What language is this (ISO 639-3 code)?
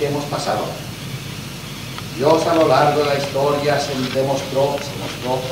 spa